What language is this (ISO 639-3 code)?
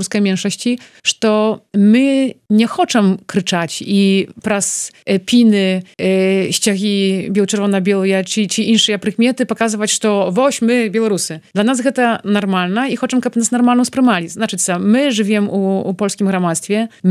bel